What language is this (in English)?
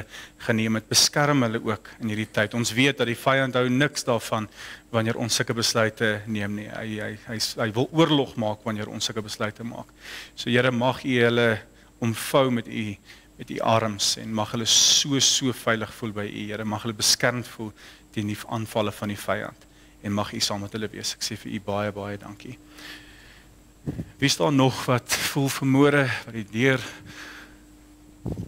Afrikaans